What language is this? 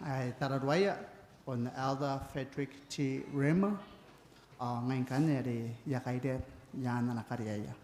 Gilbertese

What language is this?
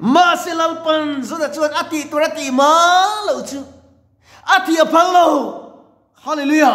Mizo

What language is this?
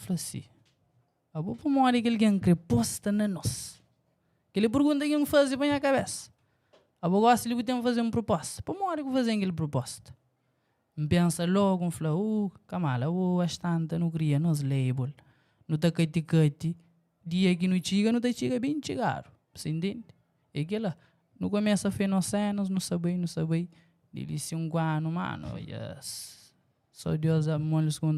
Kabuverdianu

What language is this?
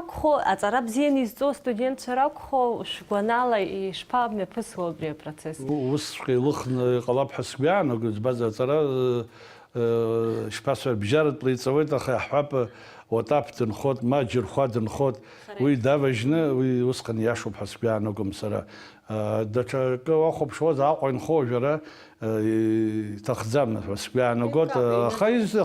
Abkhazian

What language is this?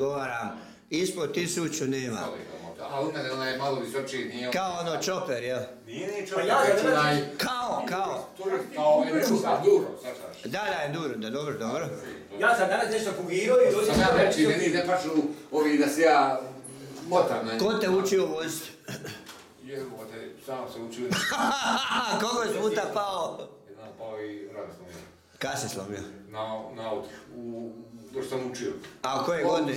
Croatian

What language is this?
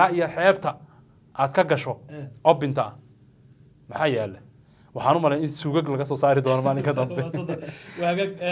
Somali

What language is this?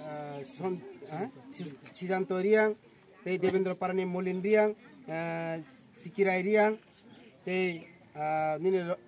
Kok Borok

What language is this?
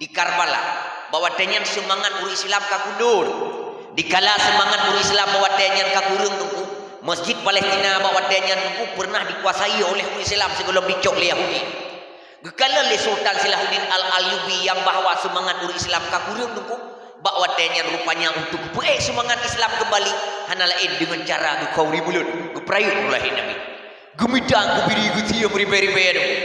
Achinese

